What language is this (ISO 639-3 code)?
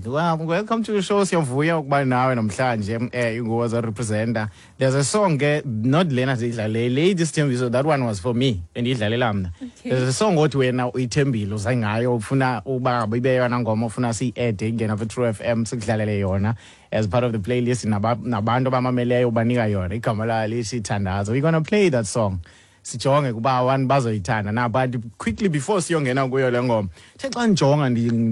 xho